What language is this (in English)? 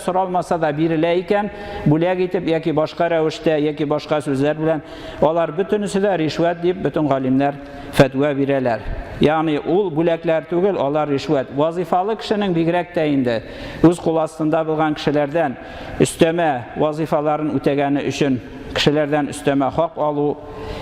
Tatar